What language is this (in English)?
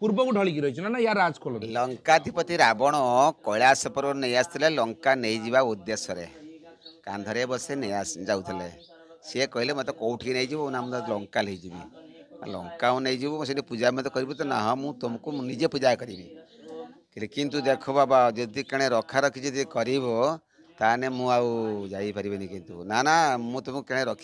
Odia